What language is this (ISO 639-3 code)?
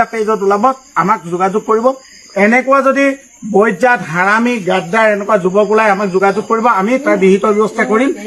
asm